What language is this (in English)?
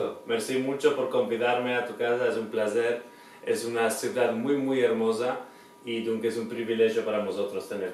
Ladino